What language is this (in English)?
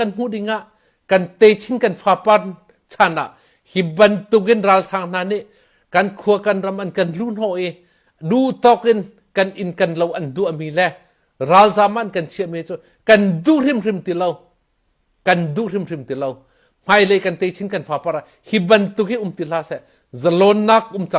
Hakha Chin